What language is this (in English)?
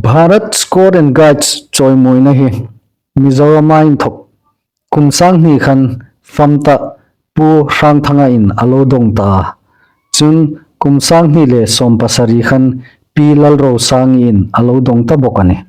Hmar